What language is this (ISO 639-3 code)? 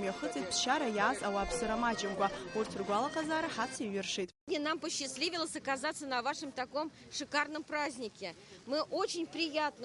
abk